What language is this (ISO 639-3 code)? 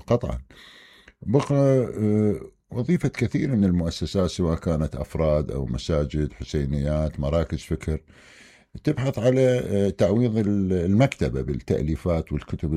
acm